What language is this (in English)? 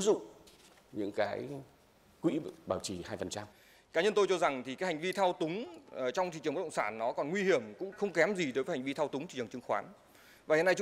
Vietnamese